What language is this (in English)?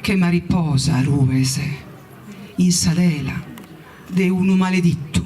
Sardinian